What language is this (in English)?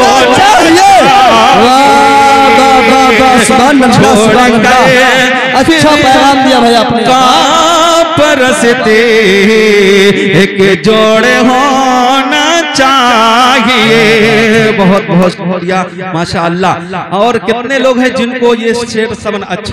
Hindi